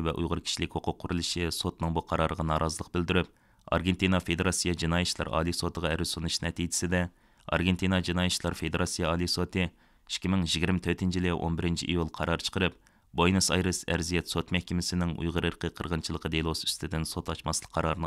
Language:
Uyghur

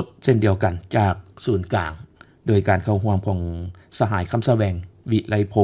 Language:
Lao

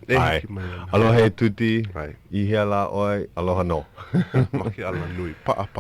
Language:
Hawaiian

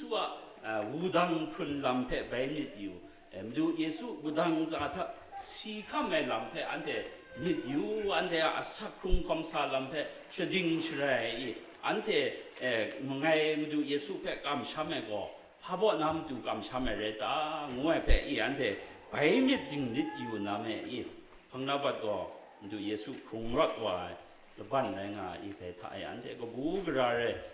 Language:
Kachin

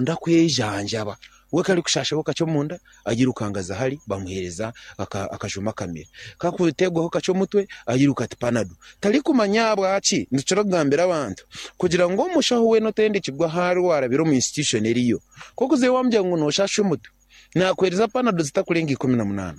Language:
Nyankole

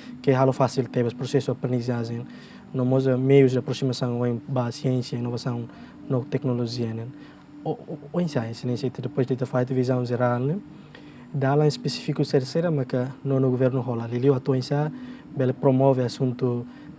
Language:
Tetum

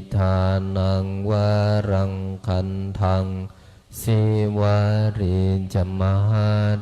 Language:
Pali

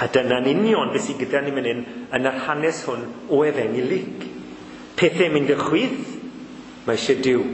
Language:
Welsh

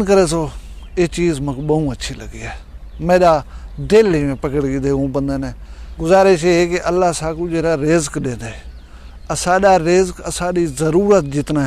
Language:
Saraiki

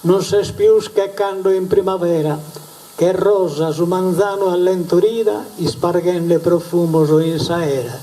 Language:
Sardinian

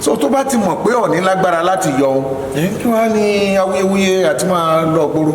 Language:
Yoruba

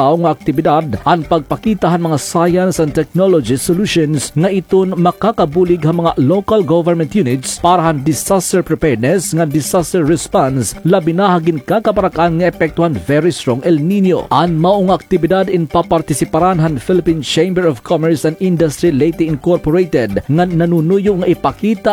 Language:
Waray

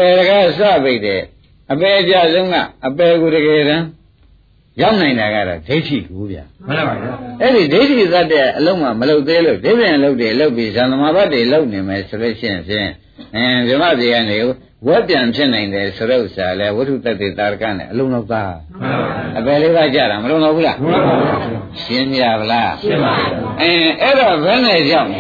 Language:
Burmese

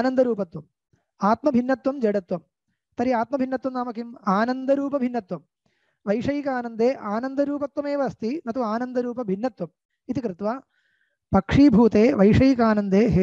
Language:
Sanskrit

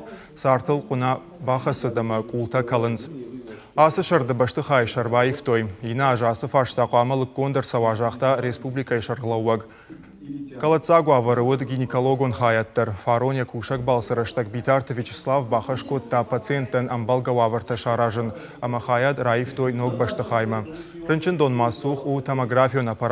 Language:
Ossetic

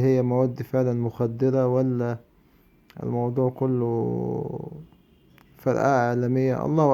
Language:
Egyptian Arabic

